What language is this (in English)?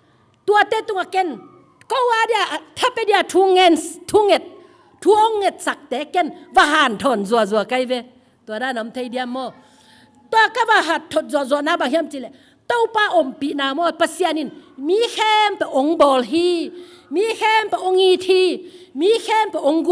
Tedim Chin